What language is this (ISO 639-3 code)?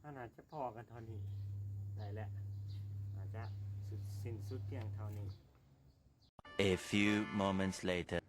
lao